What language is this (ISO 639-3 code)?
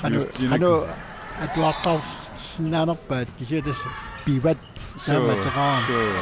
kal